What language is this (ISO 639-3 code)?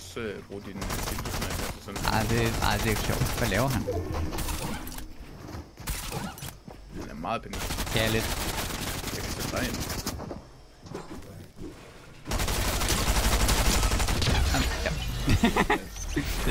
dan